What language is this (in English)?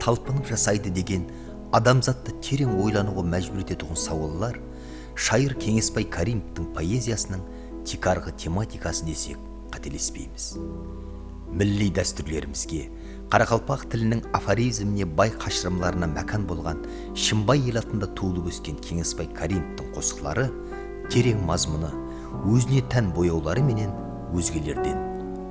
Kara-Kalpak